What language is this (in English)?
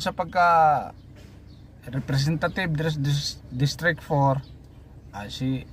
Cebuano